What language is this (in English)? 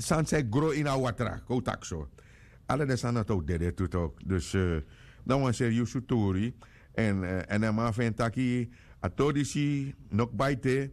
Sranan Tongo